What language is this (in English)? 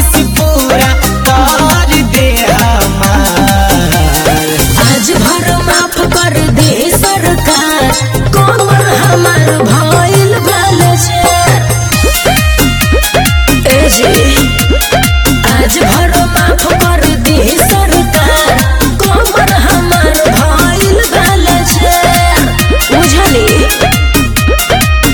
Bhojpuri